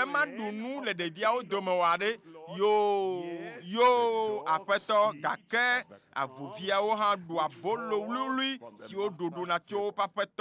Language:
Ewe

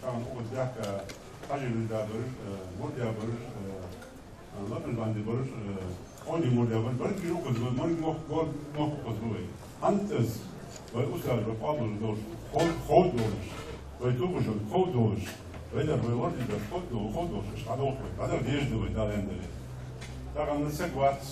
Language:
Ingush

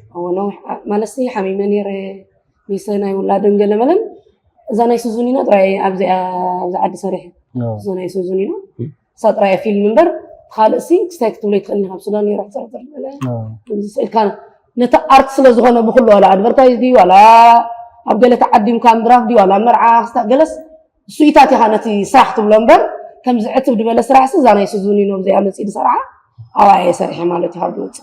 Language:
Tigrinya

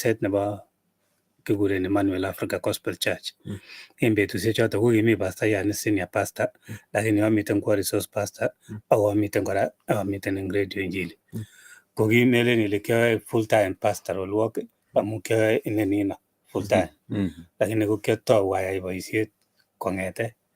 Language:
Kalenjin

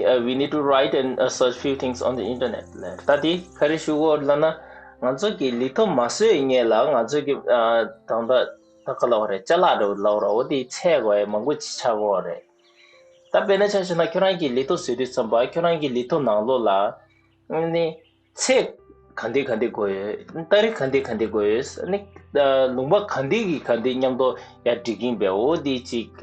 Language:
Tibetan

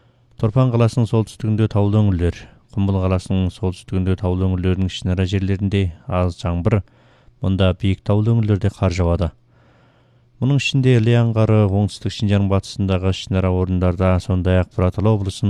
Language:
Kazakh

